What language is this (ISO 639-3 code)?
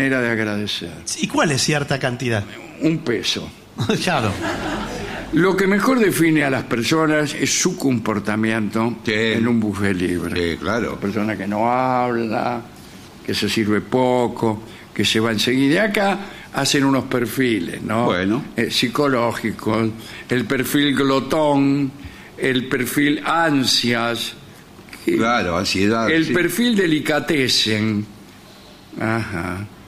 spa